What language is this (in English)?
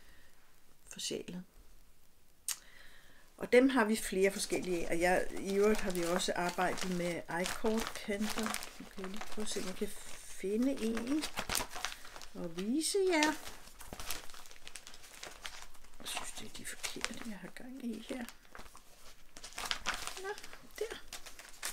Danish